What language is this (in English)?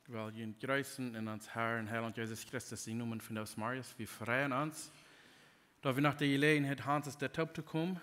Plautdietsch